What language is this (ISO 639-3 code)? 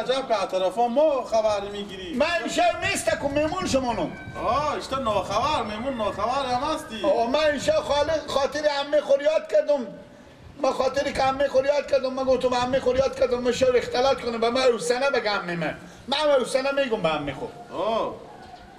fas